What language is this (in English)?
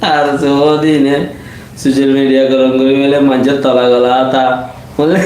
Rohingya